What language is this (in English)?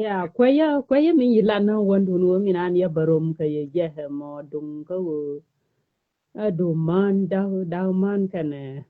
Nuer